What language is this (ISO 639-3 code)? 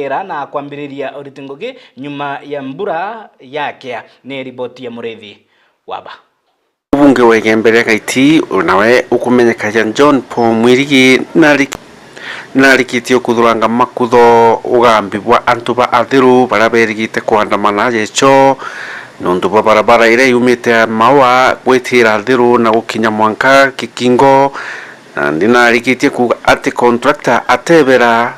mer